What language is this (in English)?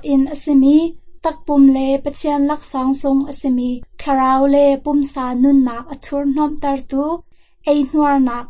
Hakha Chin